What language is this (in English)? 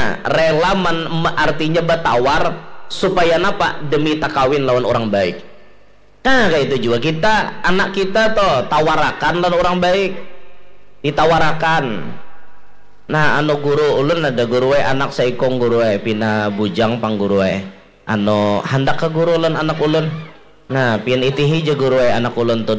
Banjar